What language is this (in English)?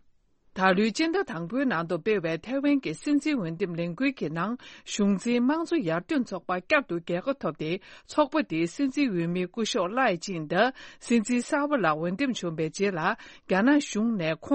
Tibetan